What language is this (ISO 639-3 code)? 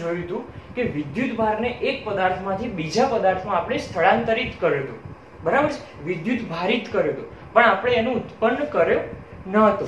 guj